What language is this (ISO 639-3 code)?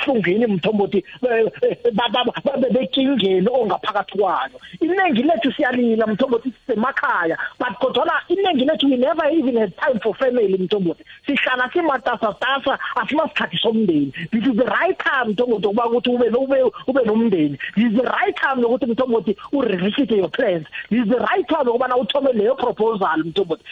nbl